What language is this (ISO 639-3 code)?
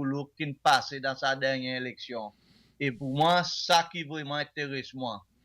crs